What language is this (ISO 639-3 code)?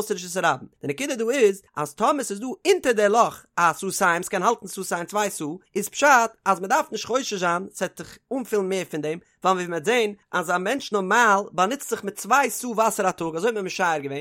yid